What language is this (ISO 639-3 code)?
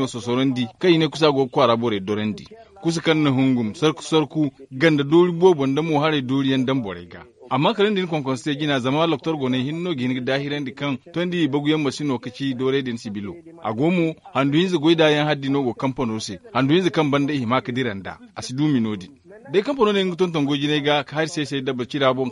dje